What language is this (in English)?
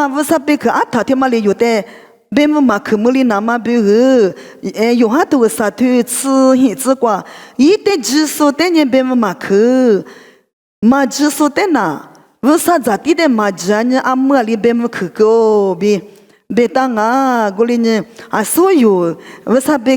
Lisu